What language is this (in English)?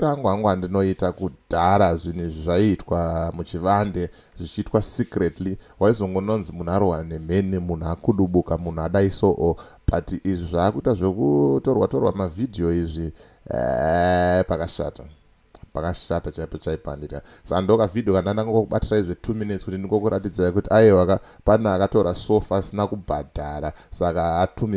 Shona